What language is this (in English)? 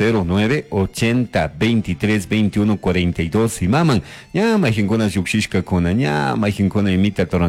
Chimborazo Highland Quichua